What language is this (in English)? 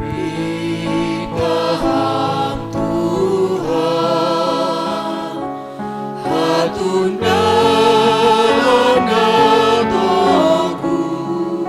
Batak Simalungun